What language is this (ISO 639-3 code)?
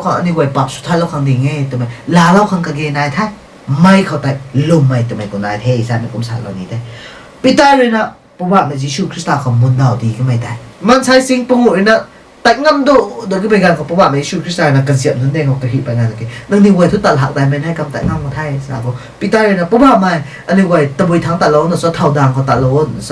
nbu